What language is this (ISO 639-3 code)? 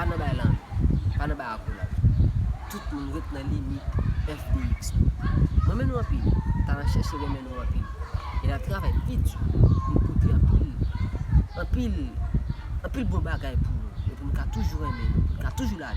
hat